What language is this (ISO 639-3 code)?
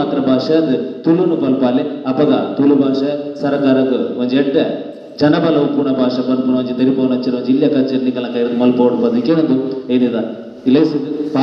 tcy